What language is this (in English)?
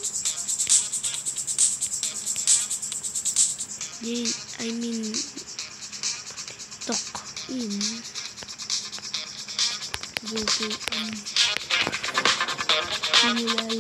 Filipino